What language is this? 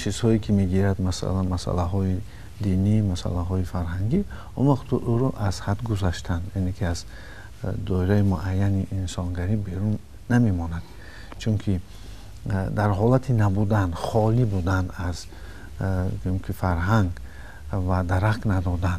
Tajik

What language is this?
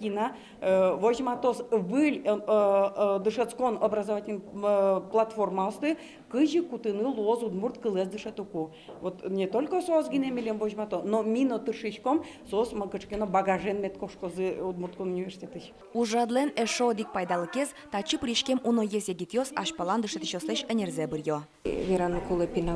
Udmurt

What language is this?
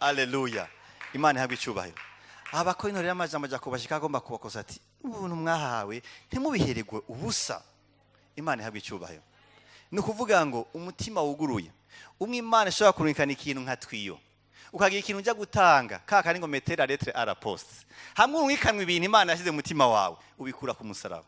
Rundi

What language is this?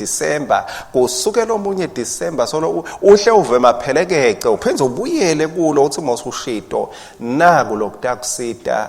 Swati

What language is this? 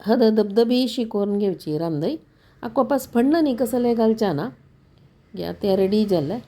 Konkani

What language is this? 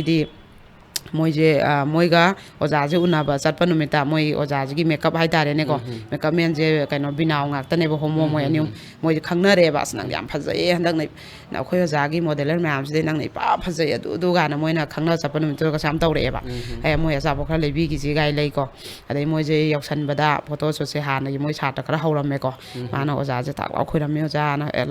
Manipuri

